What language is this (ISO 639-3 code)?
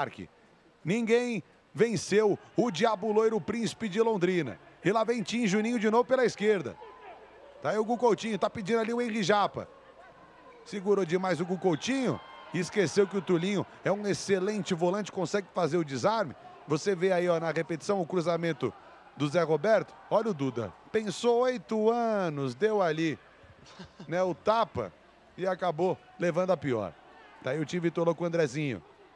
por